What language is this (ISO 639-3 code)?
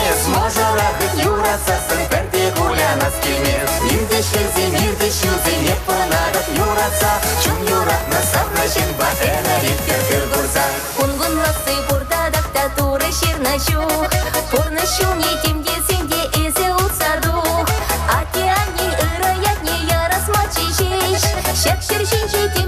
chv